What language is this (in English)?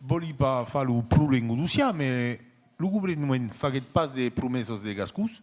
Occitan